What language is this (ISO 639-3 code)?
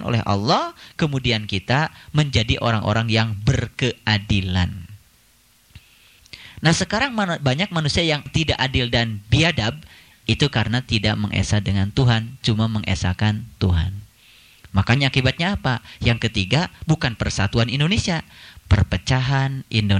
ind